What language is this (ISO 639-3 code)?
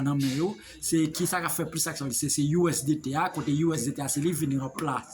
hat